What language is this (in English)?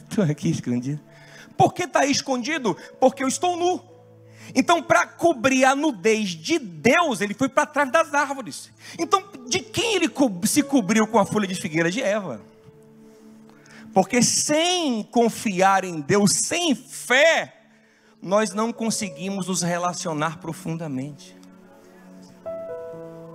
Portuguese